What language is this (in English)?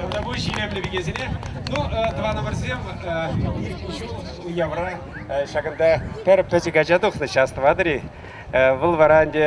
Chuvash